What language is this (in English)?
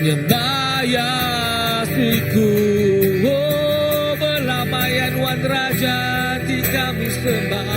Iban